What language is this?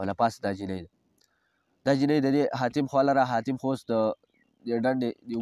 Pashto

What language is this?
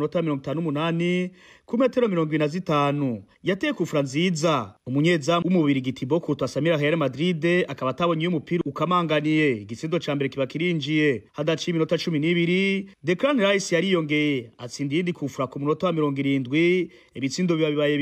Rundi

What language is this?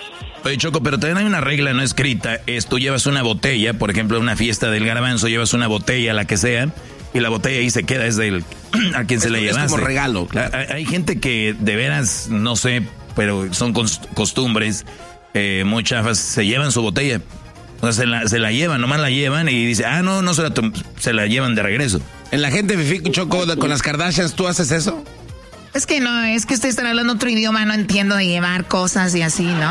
Spanish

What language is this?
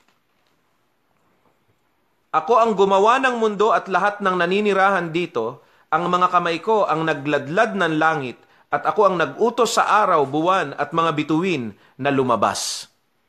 Filipino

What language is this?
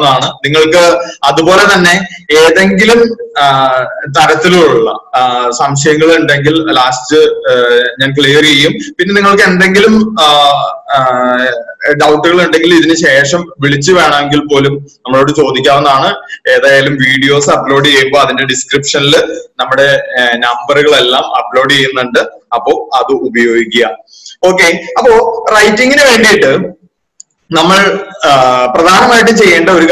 Malayalam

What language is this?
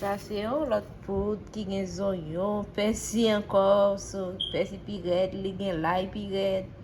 Haitian Creole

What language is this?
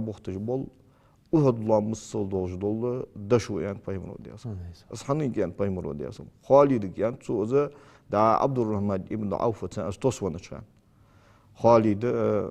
Ingush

